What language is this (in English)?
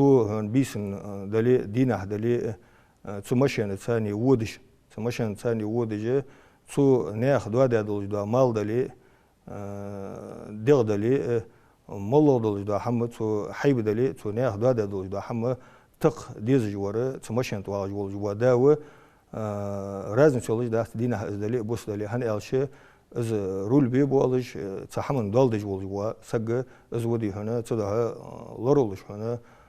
Ingush